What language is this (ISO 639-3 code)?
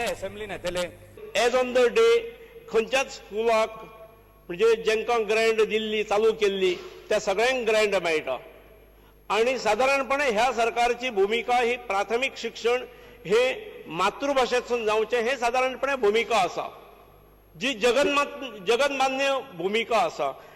kok